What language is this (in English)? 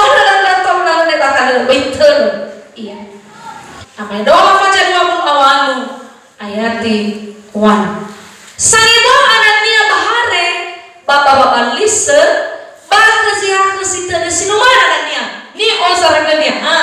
Nias